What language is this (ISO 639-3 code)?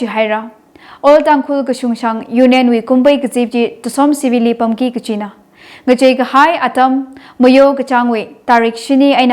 nmf